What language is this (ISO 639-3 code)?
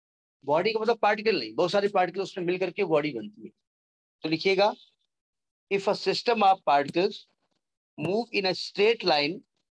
hin